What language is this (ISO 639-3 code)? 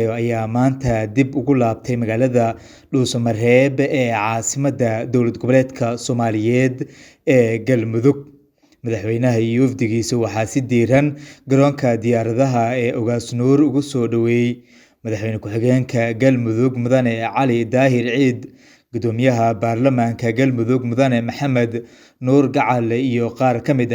som